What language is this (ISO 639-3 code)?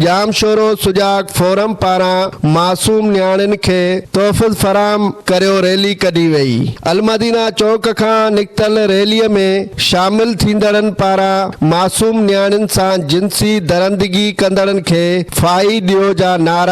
snd